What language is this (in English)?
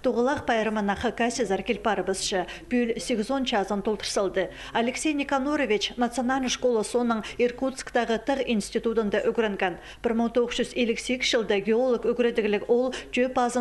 Khakas